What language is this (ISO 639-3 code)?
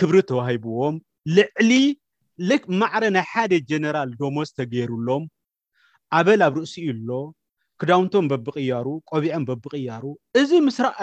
tir